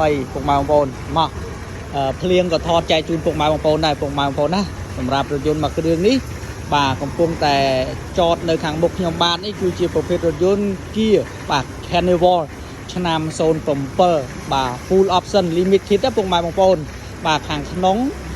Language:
Khmer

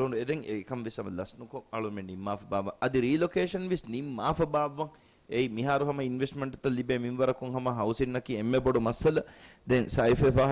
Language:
Divehi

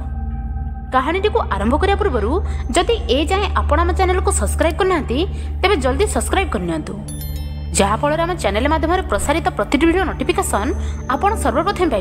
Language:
Odia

